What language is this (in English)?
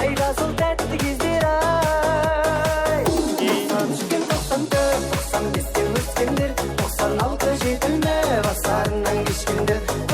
Kara-Kalpak